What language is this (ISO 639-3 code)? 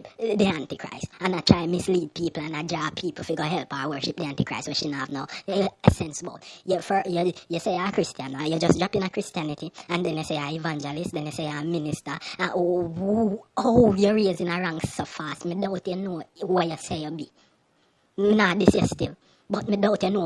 jam